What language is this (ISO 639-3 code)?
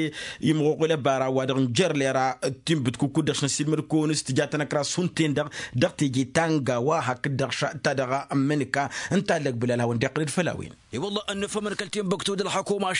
taq